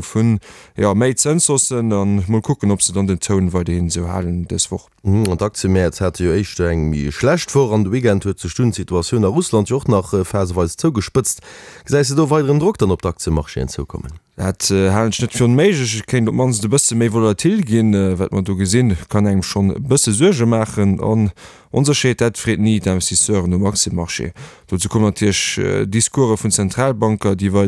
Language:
Luxembourgish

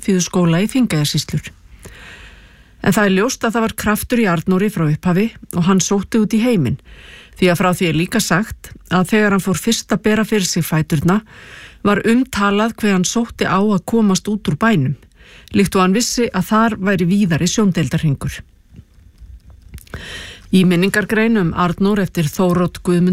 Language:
Icelandic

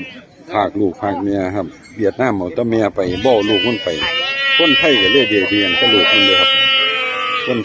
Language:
Northeastern Thai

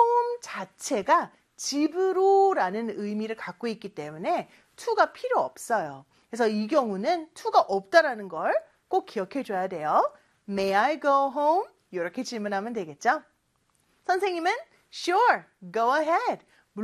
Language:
Korean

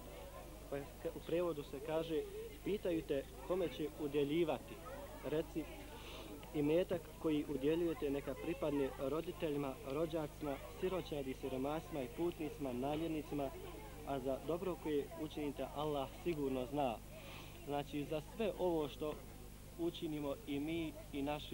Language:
Bosnian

